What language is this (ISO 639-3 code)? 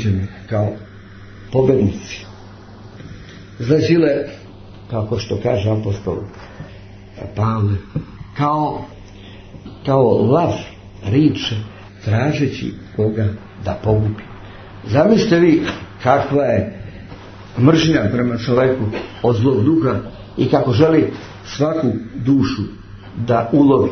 srp